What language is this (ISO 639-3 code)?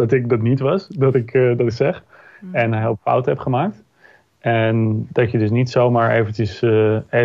nld